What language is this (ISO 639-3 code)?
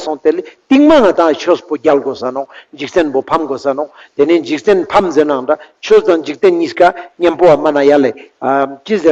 lbj